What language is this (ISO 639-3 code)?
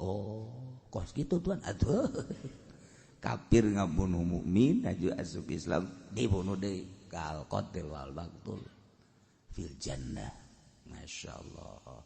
sun